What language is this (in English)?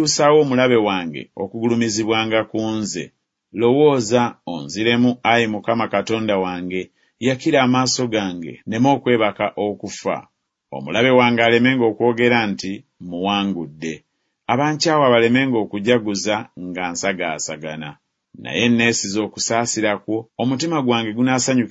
Ganda